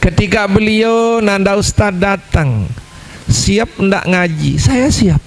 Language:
Sasak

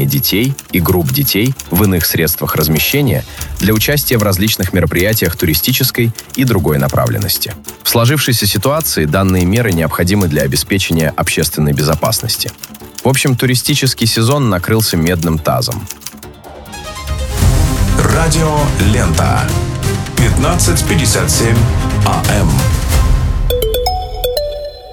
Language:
Russian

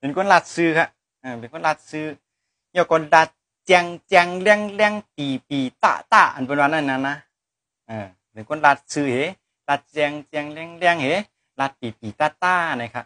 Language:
Shan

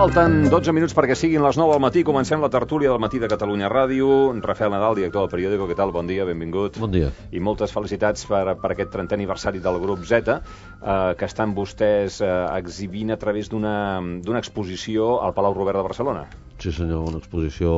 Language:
Catalan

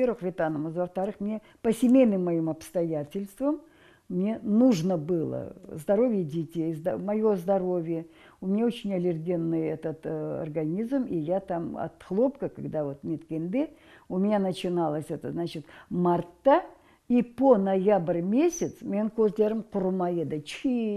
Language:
Crimean Tatar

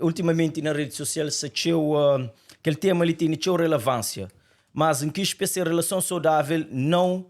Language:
Kabuverdianu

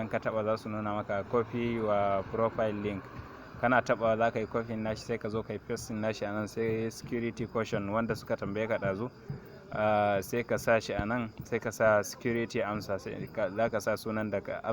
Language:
Hausa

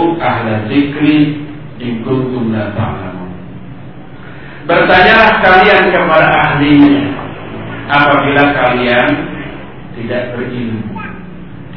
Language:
Indonesian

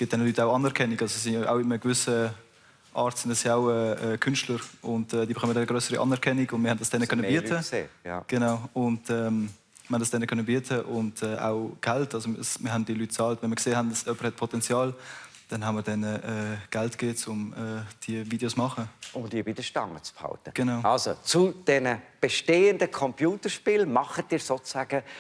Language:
Swiss German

